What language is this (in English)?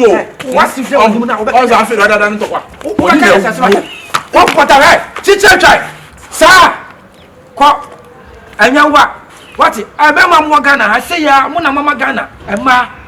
Akan